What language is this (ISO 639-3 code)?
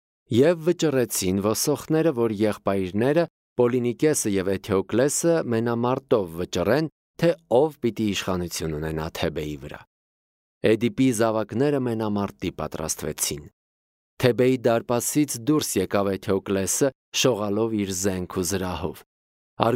hye